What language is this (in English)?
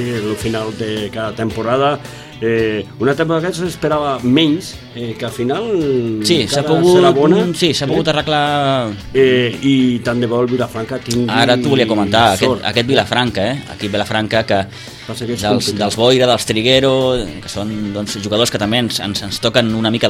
Catalan